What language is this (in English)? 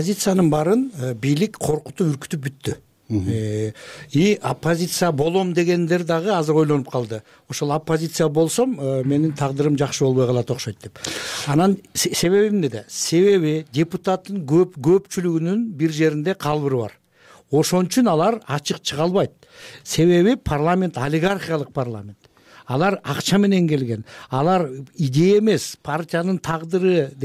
Kyrgyz